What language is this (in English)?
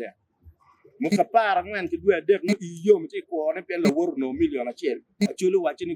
Acoli